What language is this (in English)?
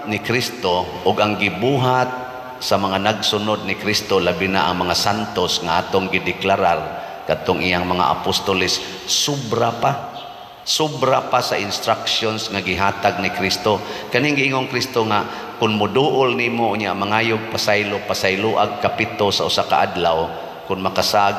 Cebuano